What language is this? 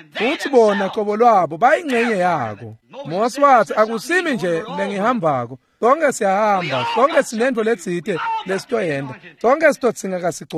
Swati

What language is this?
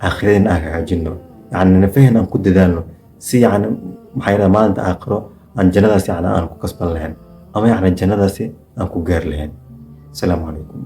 Somali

